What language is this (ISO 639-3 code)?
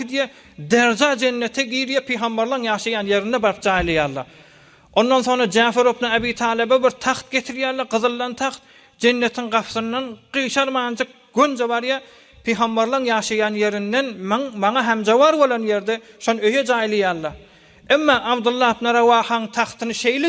tuk